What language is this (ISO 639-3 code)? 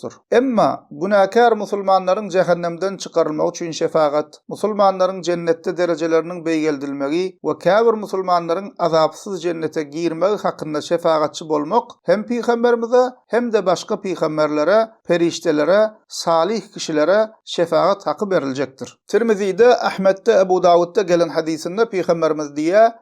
tuk